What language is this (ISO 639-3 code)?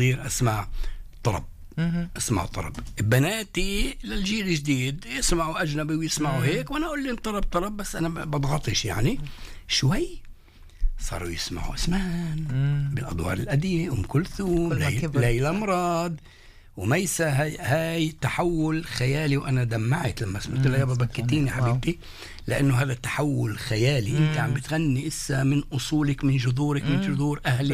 apc